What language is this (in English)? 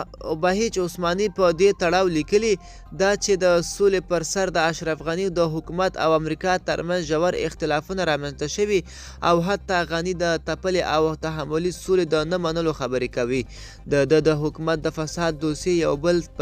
Pashto